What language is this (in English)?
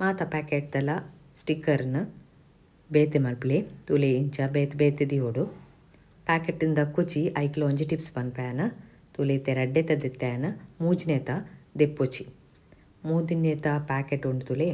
Tulu